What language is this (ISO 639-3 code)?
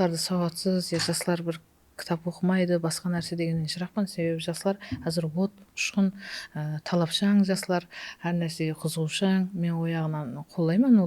kaa